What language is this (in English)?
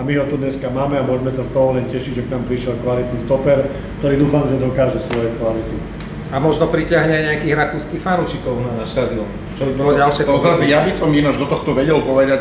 Slovak